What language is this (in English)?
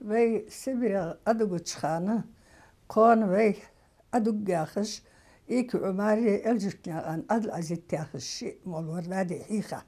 Ingush